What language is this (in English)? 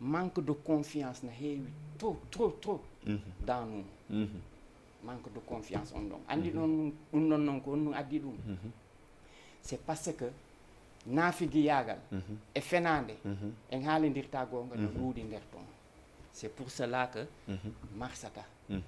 Fula